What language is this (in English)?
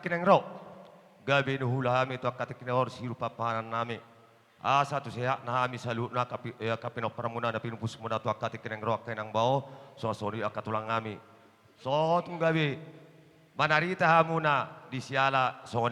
Batak Toba